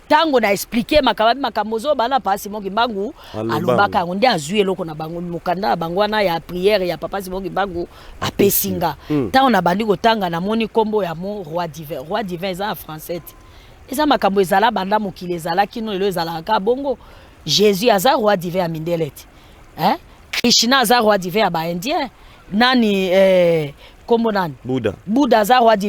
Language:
Lingala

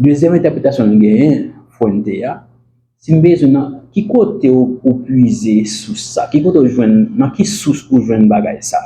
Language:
Haitian Creole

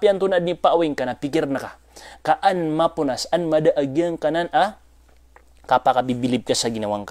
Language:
Maranao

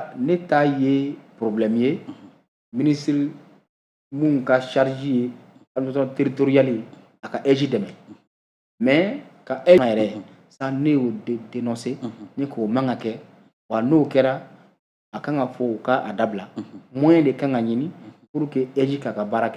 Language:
Bambara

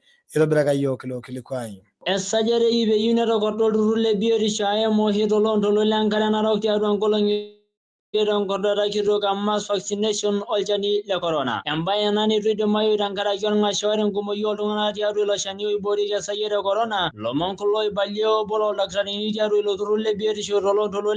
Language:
Masai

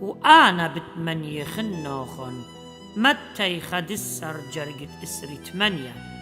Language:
Assyrian Neo-Aramaic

